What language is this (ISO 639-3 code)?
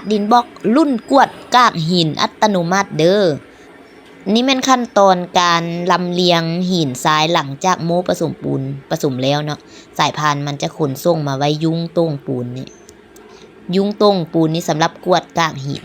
lao